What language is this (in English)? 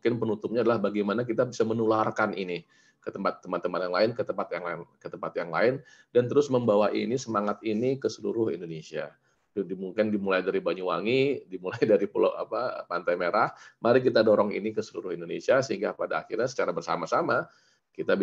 Indonesian